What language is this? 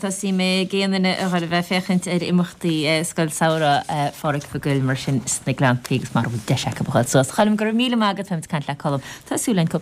Irish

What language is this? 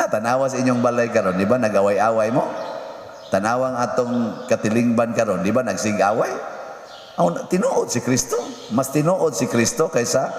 Cebuano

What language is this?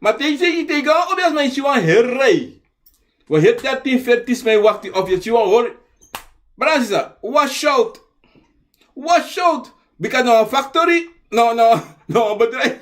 Sranan Tongo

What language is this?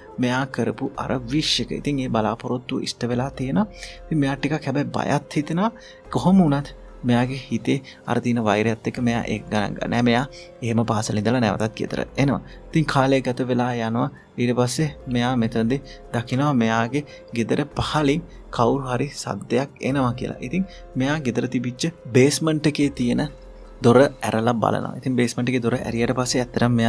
Sinhala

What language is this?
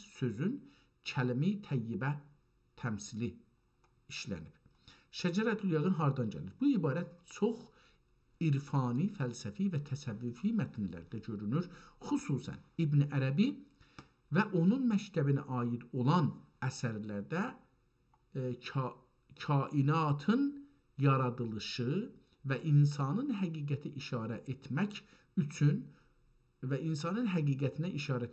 South Azerbaijani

